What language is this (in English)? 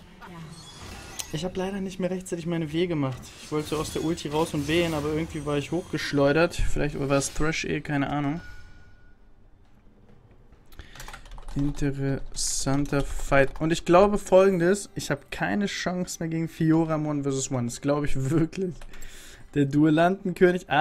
German